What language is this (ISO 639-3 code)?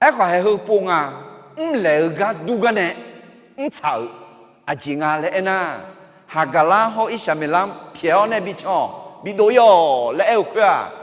ahk